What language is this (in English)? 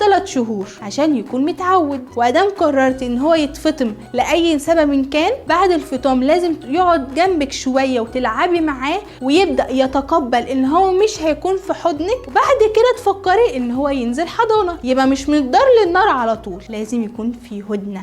Egyptian Arabic